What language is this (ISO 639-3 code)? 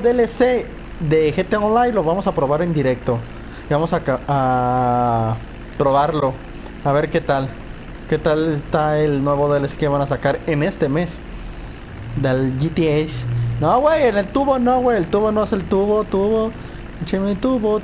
spa